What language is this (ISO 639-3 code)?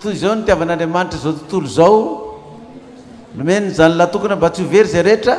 mlg